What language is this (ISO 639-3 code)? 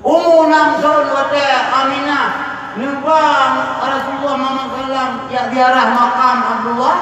ace